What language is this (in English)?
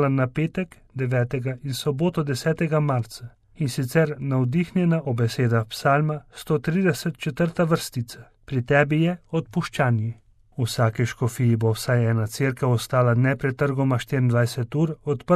Slovenian